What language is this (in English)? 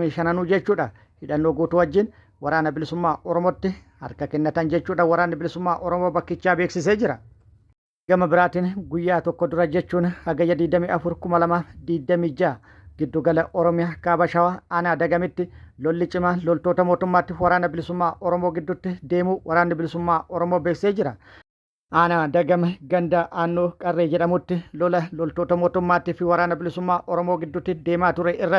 Oromo